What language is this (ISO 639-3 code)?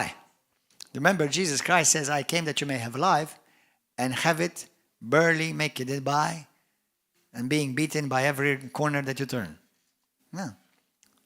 eng